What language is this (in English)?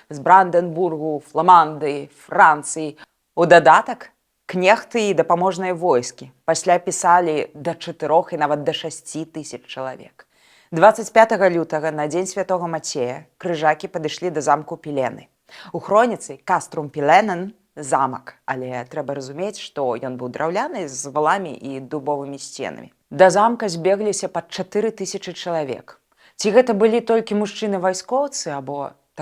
Belarusian